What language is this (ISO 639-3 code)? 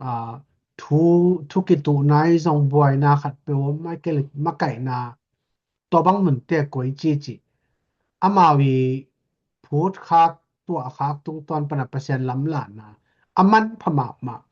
ctd